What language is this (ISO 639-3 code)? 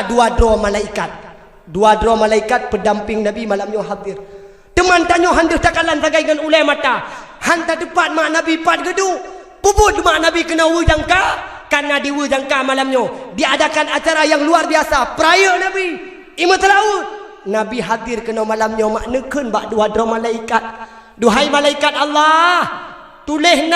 ace